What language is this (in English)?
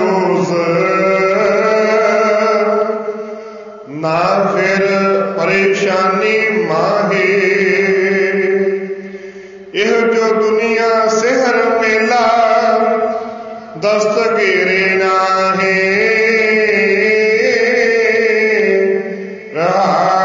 Punjabi